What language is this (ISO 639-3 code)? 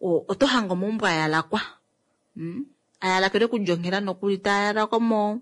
kua